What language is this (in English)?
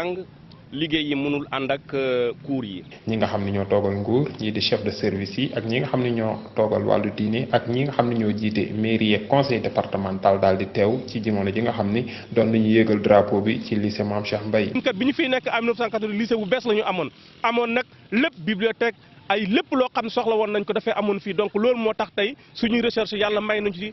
Wolof